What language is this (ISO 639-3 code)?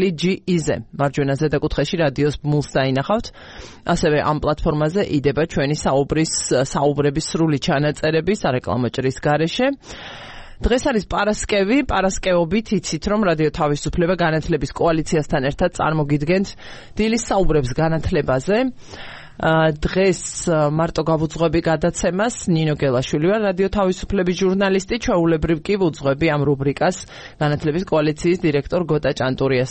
kat